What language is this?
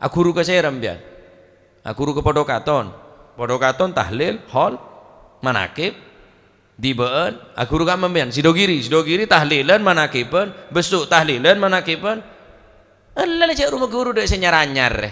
Madurese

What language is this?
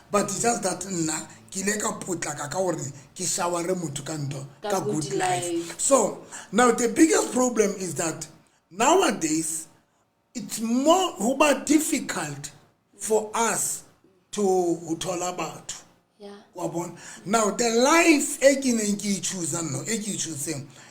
Southern Sotho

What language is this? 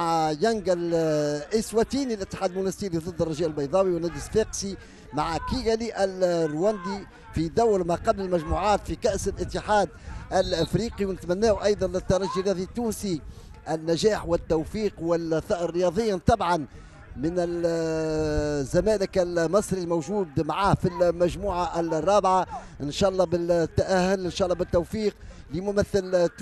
Tunisian Arabic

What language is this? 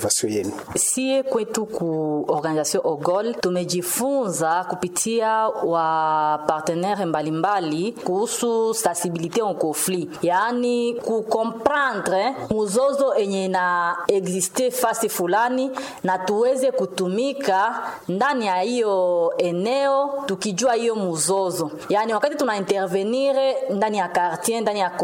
Swahili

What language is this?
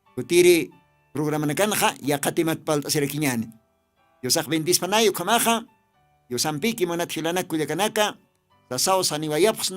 Aymara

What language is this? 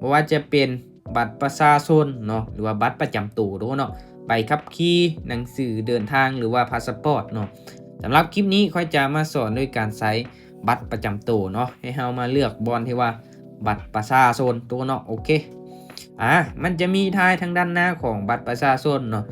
Lao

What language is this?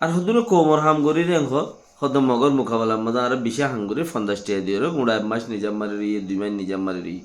Rohingya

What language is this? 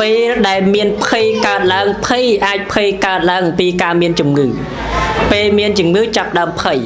Khmer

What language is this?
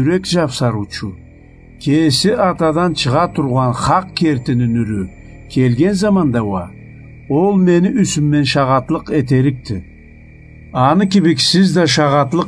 Karachay-Balkar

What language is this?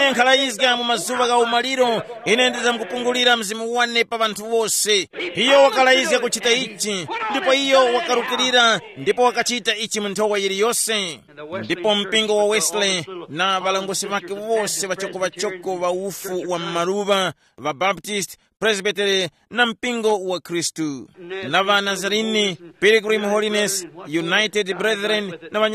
Tumbuka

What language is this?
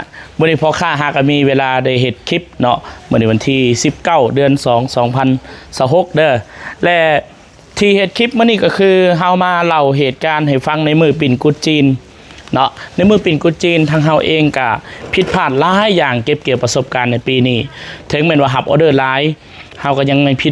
Lao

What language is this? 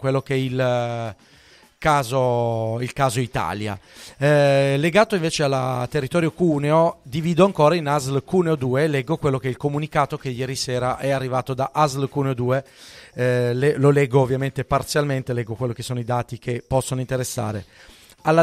Italian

